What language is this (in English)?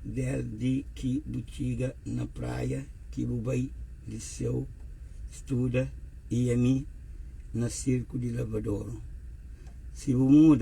Kabuverdianu